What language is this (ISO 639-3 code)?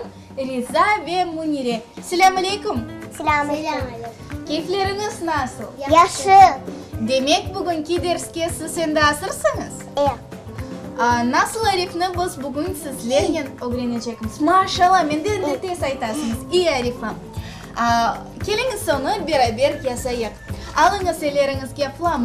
crh